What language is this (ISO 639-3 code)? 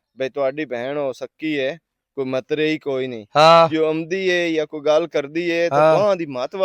lah